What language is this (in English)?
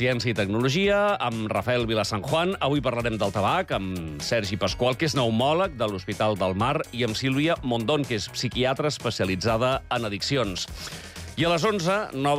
Catalan